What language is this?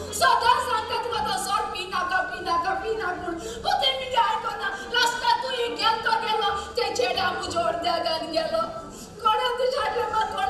Konkani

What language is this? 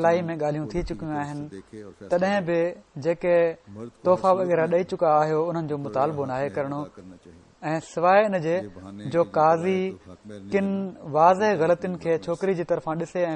Sindhi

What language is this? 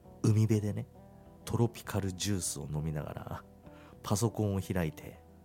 Japanese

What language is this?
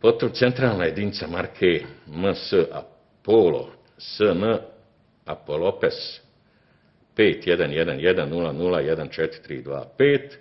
Bosnian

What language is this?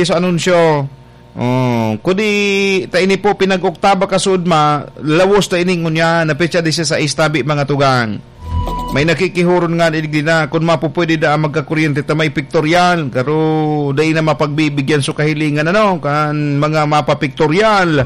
Bikol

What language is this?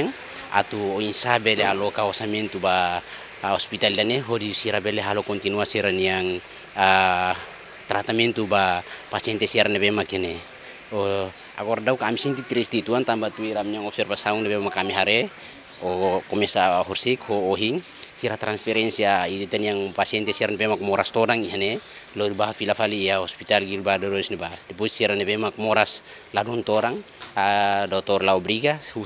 Tetum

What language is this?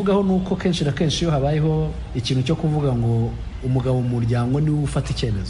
Kinyarwanda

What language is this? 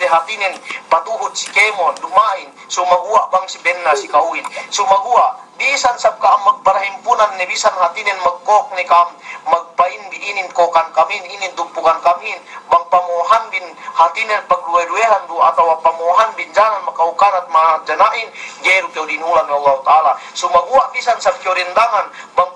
Yakan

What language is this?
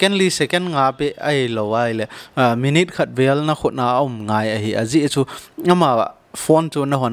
Thado Chin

